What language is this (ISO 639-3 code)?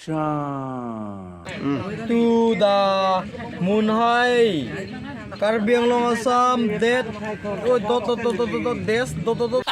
mjw